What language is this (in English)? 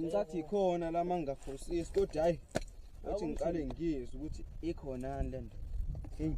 Zulu